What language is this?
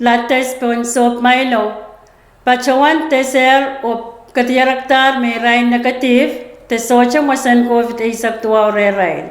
Pohnpeian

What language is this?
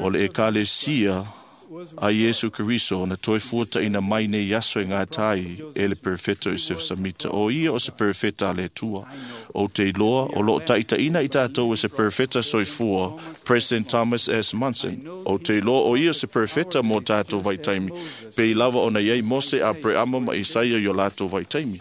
Samoan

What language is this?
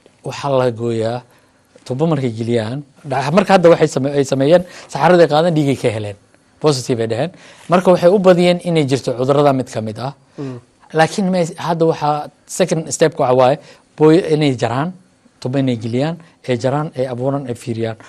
Somali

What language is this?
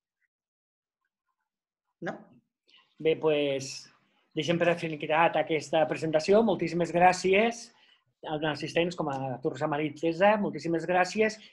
Catalan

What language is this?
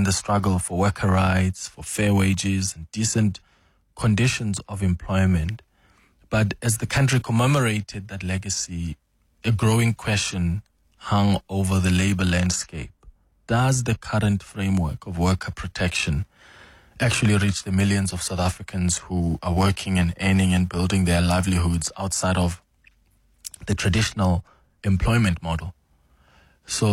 English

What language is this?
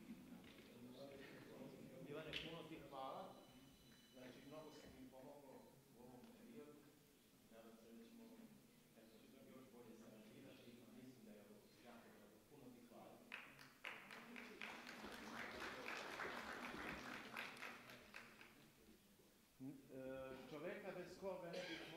Serbian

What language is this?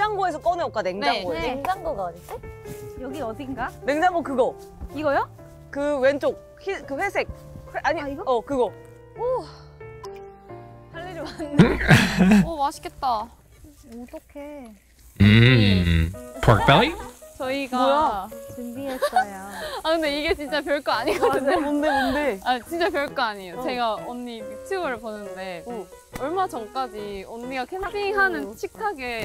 Korean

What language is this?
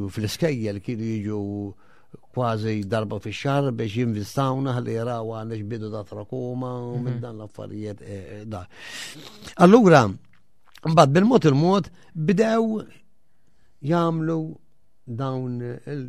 Maltese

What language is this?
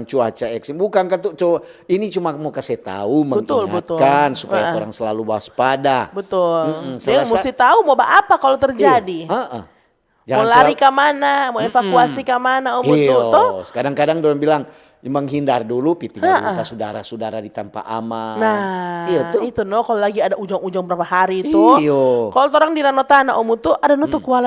Manado Malay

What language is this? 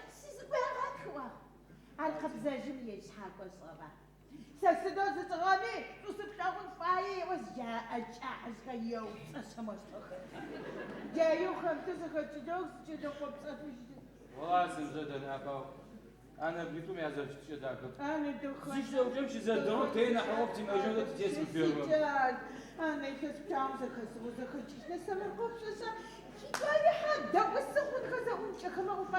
Adyghe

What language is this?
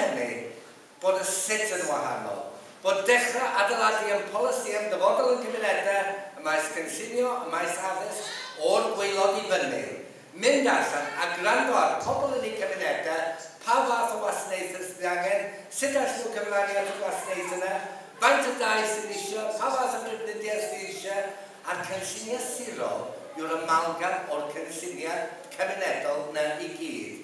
Welsh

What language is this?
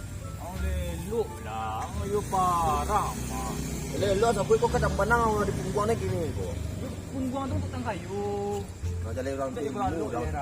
Minangkabau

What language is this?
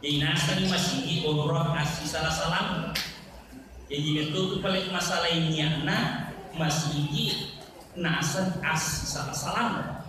Buginese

